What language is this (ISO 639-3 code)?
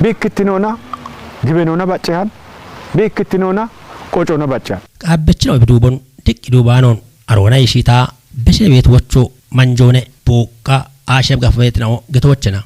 kbr